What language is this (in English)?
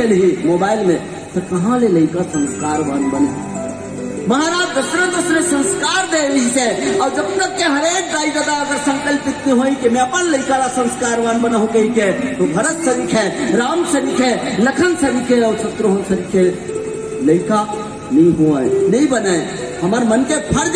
Chhattisgarhi